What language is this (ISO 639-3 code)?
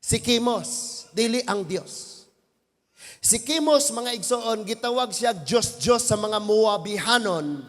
ceb